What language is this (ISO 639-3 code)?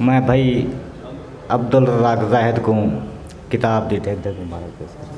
skr